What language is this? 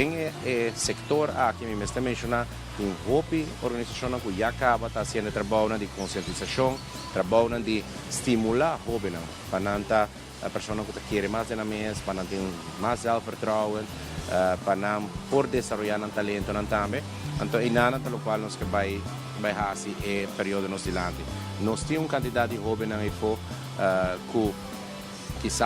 Papiamento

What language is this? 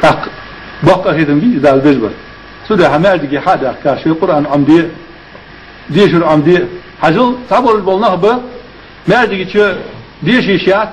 Ingush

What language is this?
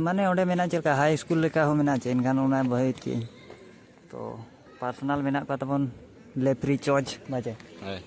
Santali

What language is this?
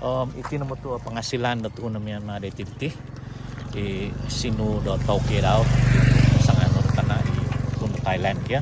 Central Dusun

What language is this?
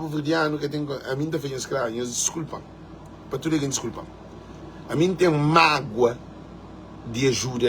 Kabuverdianu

